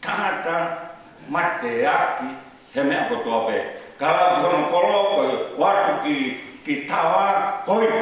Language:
Tongan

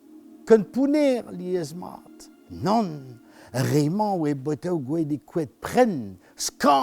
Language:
Breton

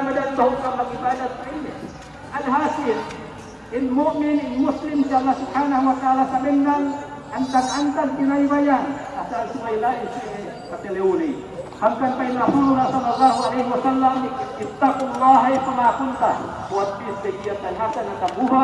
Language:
Yakan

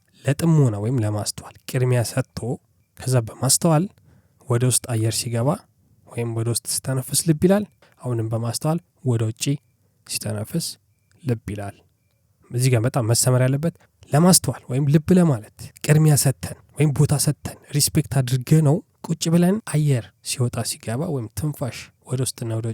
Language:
Amharic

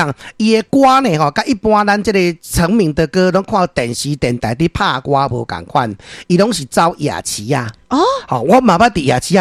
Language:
Min Nan Chinese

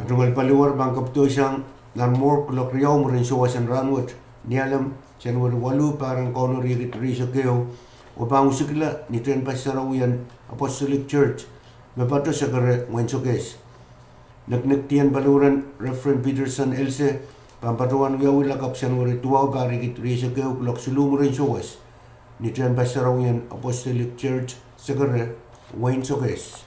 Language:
Pohnpeian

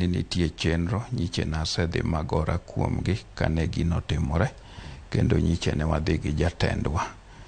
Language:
Luo (Kenya and Tanzania)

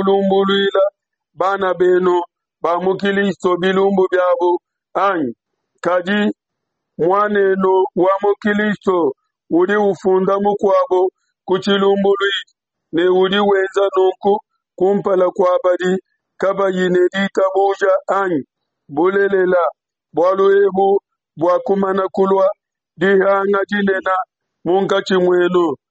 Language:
Luba-Lulua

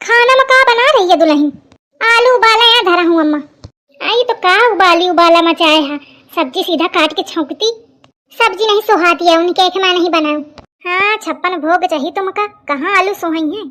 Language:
Awadhi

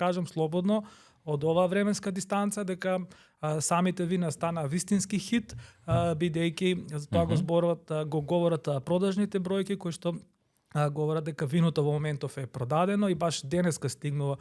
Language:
Macedonian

